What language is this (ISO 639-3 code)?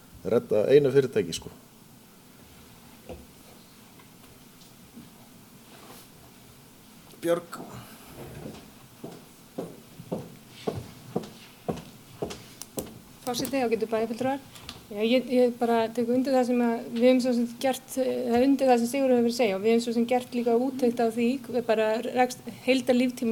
isl